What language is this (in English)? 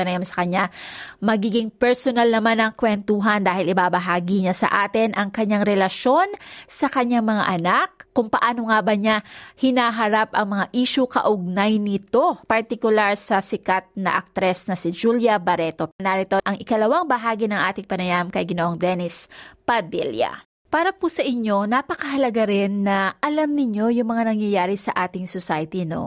Filipino